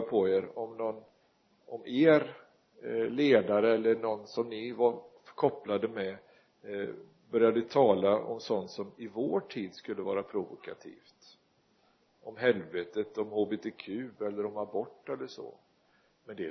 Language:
Swedish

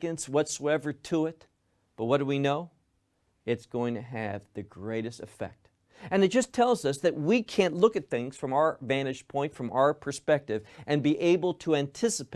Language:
English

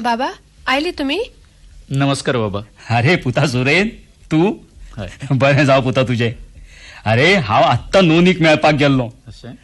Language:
Konkani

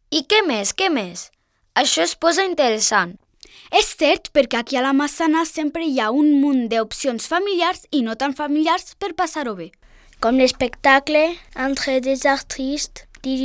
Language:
Catalan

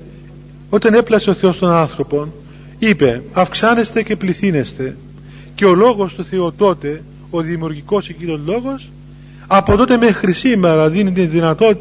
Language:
Greek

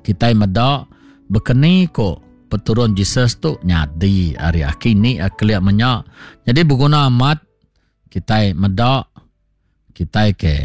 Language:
Iban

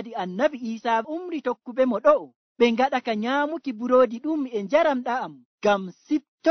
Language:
Nigerian Fulfulde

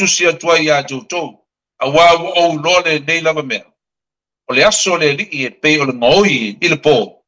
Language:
Samoan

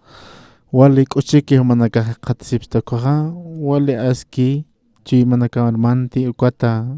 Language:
Aymara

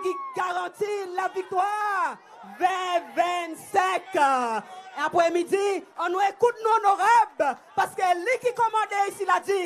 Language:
Seselwa Creole French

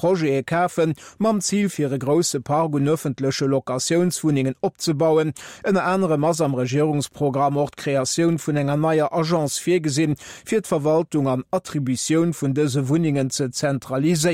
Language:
Luxembourgish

